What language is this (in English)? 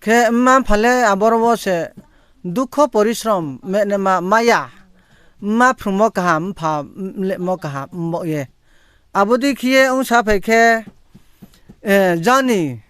Riang (India)